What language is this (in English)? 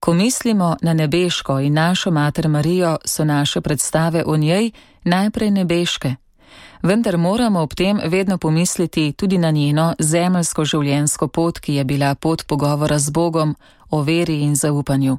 Slovenian